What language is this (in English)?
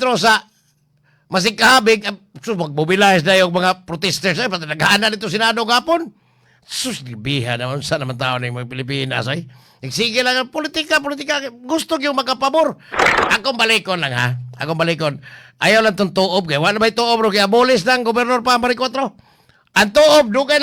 Cebuano